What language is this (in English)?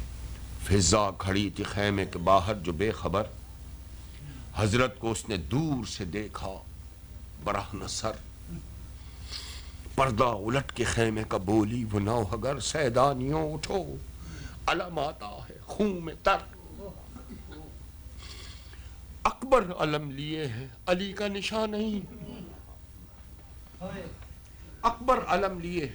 Urdu